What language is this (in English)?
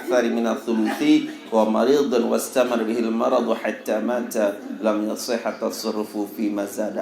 Sasak